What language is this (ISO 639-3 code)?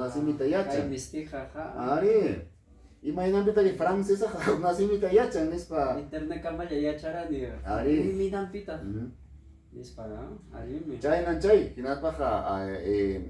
quy